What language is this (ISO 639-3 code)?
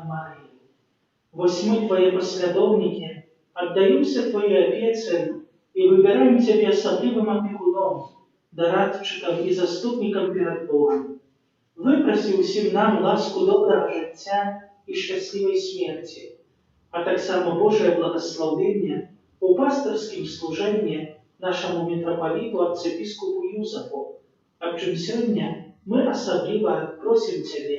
bel